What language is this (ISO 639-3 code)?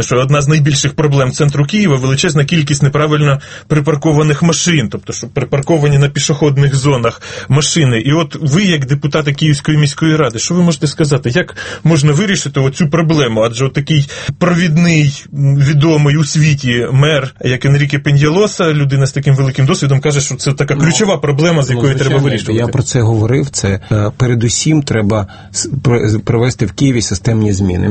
ukr